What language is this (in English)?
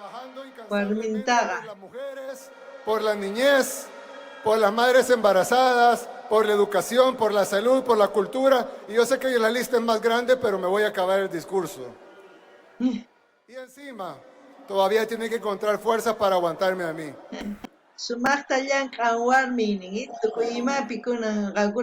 South Bolivian Quechua